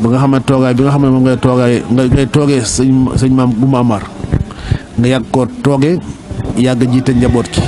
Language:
Wolof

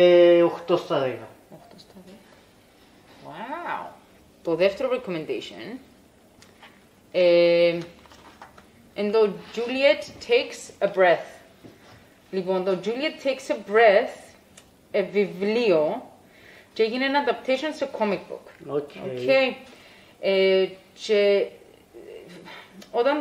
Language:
Greek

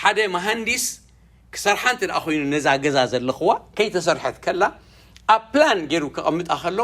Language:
Tigrinya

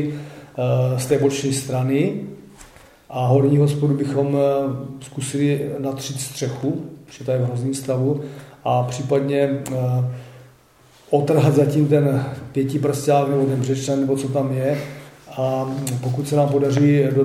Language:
Czech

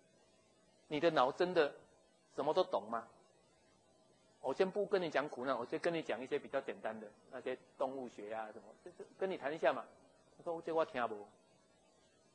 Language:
Chinese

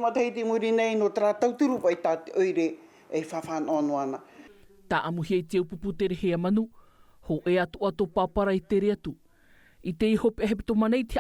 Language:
Tahitian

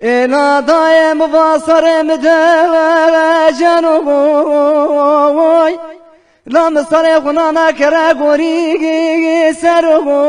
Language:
Zaza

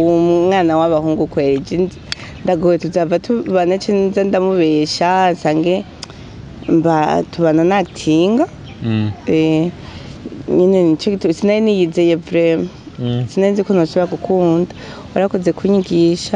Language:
Rundi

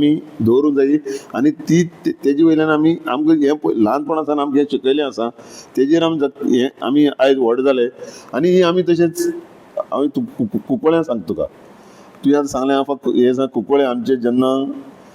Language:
Konkani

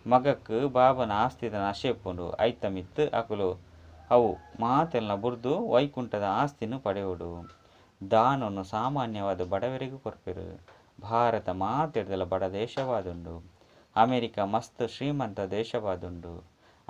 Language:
Tulu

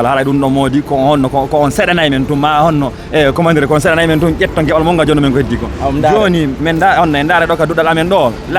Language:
Fula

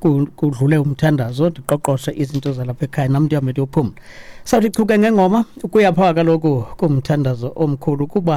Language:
Xhosa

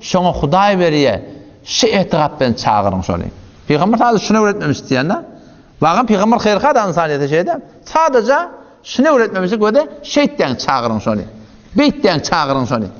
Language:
Turkmen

